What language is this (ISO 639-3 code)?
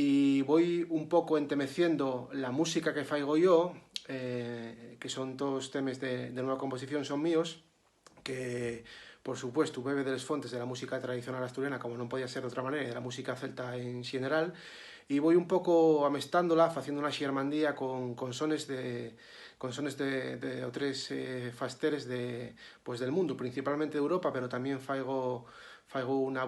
ast